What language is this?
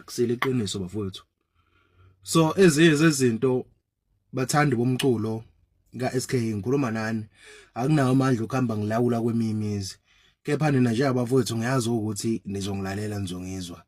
Zulu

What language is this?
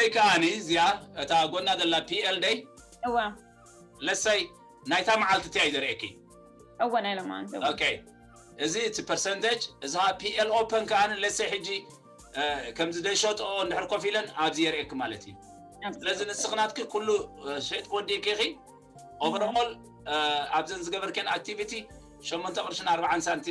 Tigrinya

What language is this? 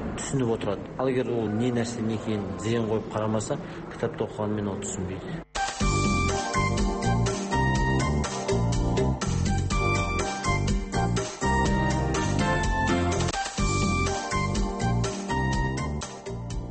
Kazakh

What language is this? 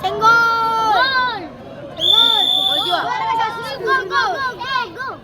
Ambonese Malay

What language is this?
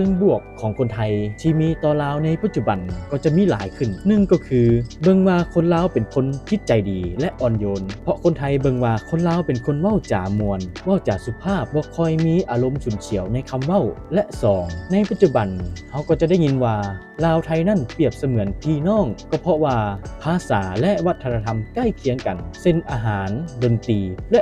Lao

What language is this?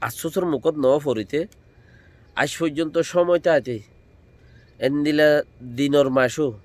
Rohingya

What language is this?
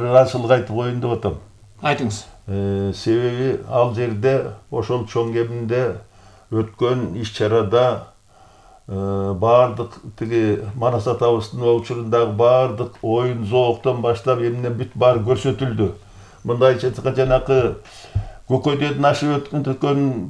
Kyrgyz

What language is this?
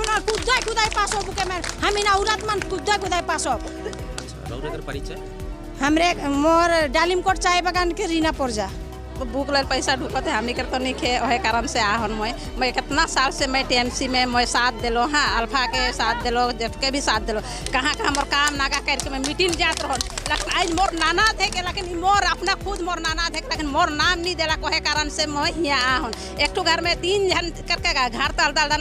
Sadri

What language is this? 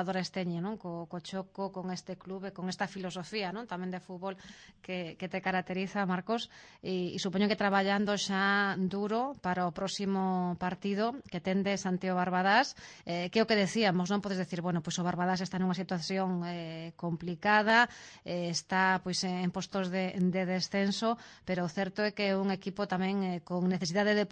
Galician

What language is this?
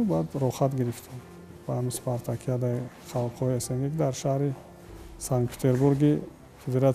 Tajik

